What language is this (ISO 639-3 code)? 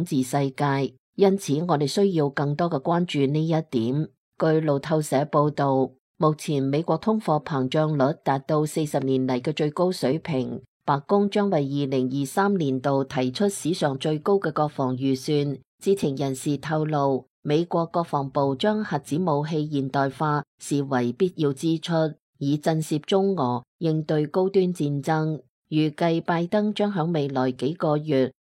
yue